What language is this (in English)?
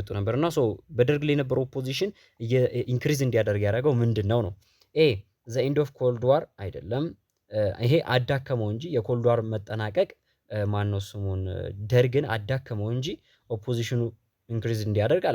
Amharic